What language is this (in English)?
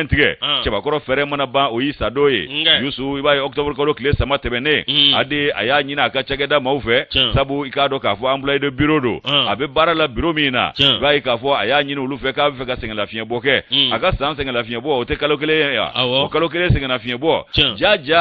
Bambara